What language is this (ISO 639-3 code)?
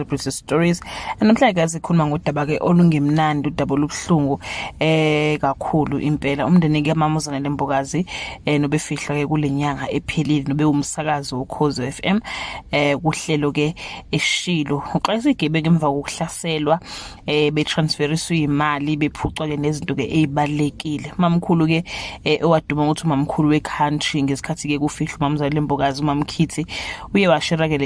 zul